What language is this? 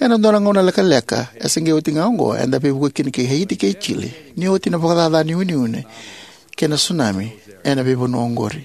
Fijian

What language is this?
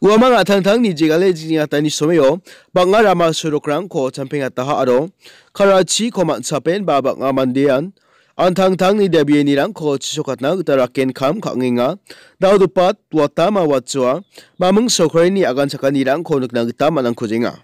Garo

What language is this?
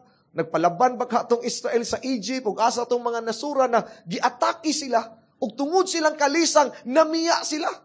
Cebuano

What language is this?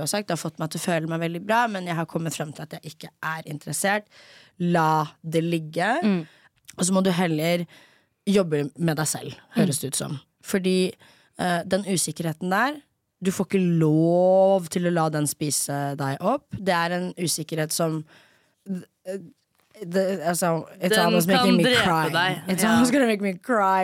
Norwegian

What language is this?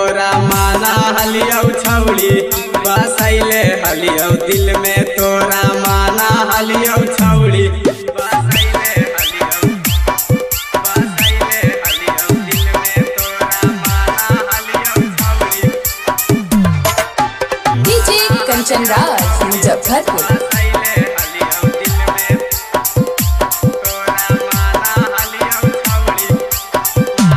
Magahi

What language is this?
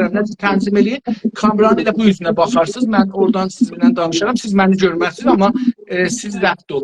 South Azerbaijani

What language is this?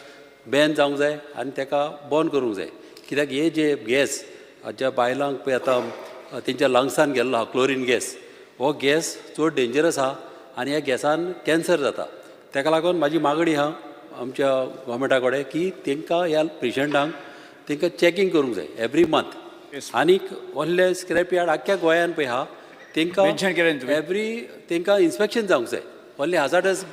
Konkani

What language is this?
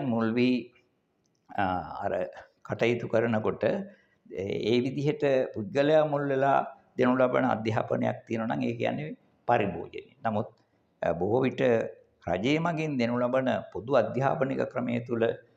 Sinhala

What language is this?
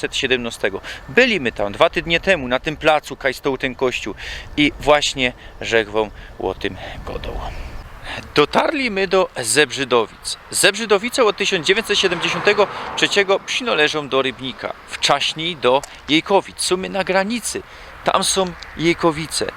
Silesian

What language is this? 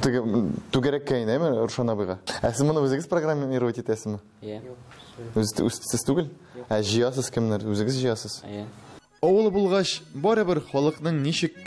Tatar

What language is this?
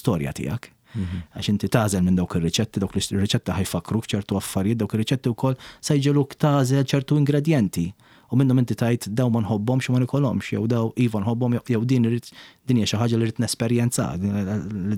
Maltese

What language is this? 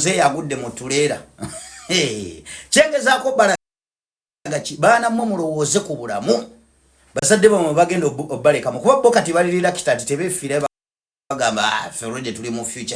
Ganda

